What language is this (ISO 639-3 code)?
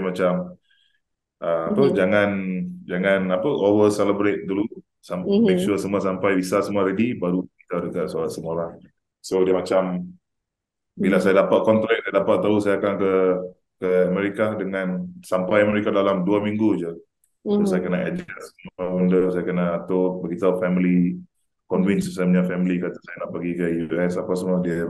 msa